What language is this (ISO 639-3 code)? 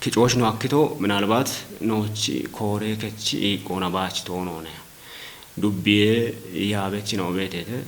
kbr